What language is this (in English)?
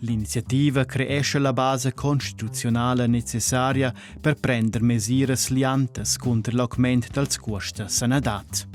Romansh